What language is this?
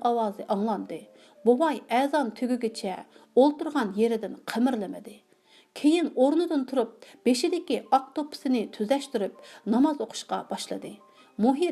Uyghur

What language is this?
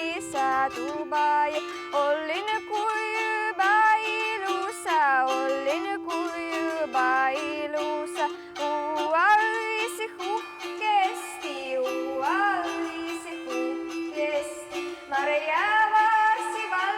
Udmurt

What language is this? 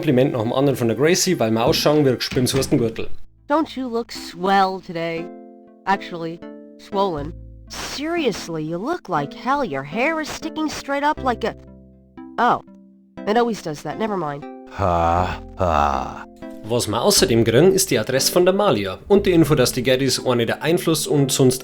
Bavarian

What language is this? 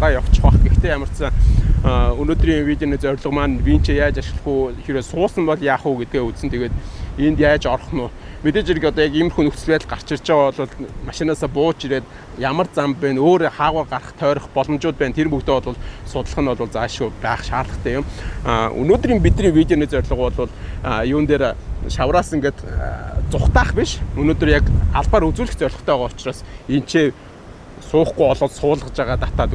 Mongolian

